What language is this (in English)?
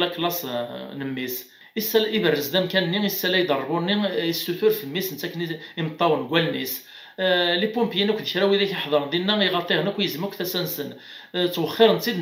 Kabyle